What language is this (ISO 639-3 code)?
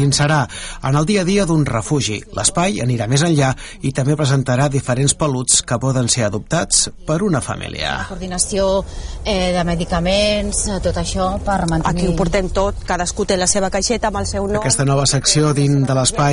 cat